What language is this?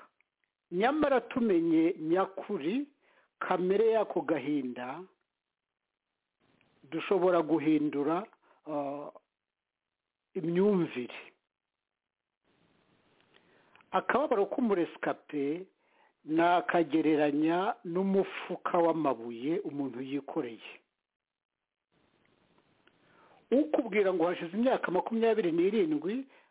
Kinyarwanda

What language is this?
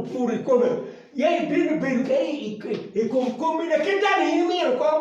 Acoli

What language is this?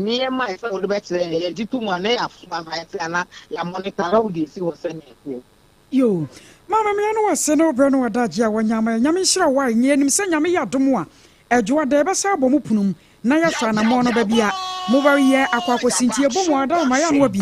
Akan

